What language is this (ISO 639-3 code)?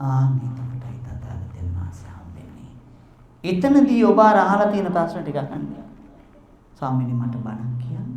sin